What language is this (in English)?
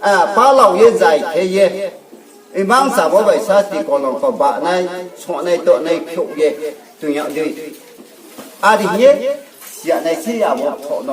Riang (India)